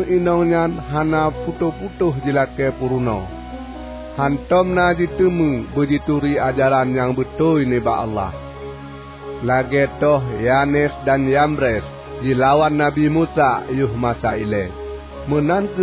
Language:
Achinese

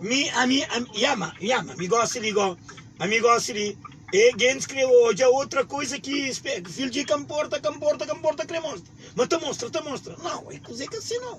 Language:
Kabuverdianu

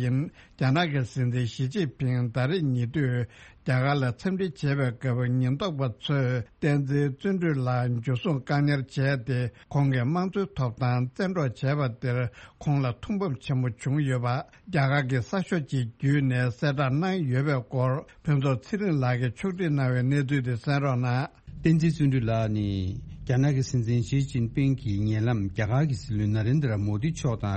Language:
Tibetan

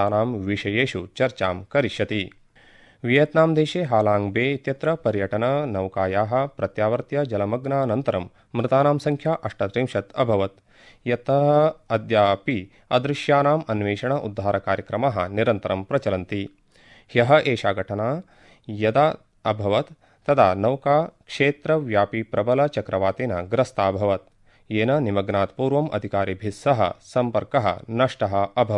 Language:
Sanskrit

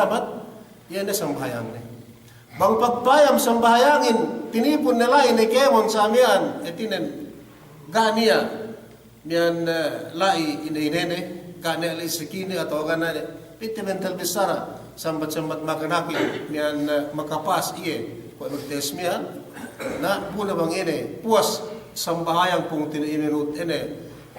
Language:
Yakan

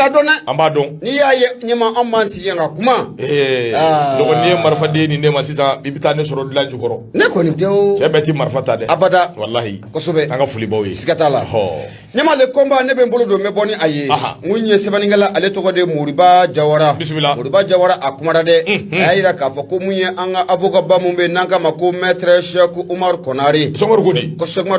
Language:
Bambara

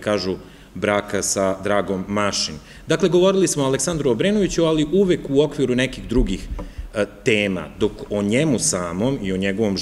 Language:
Serbian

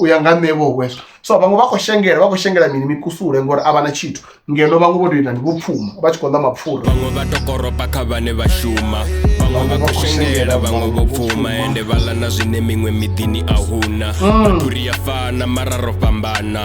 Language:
Venda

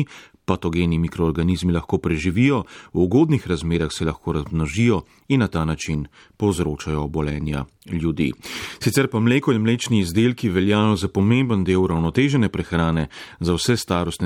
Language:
Slovenian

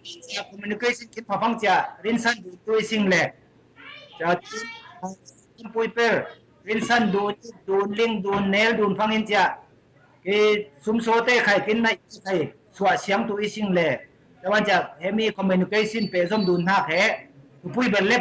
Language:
Falam Chin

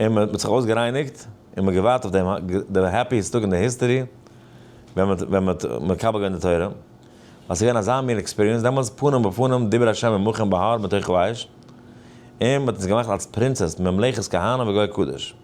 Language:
Yiddish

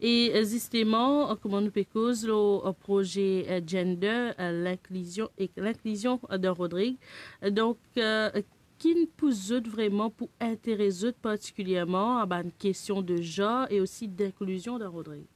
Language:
Morisyen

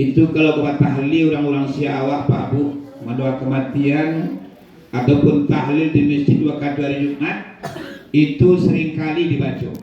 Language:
Minangkabau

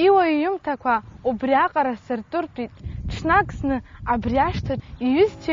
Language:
Abkhazian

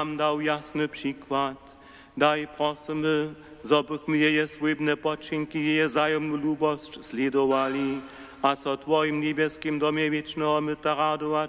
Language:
Upper Sorbian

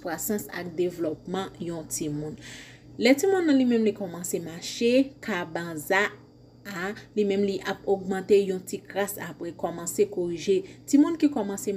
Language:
Haitian Creole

